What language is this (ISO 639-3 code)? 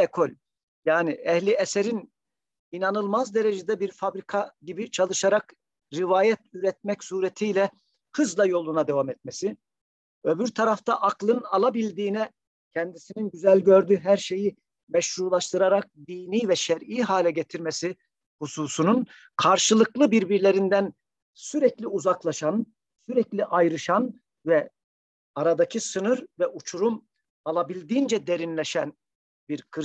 tur